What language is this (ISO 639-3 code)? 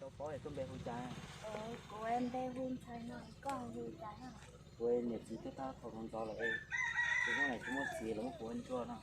hmn